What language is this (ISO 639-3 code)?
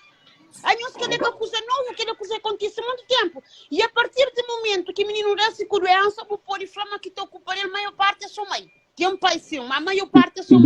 kea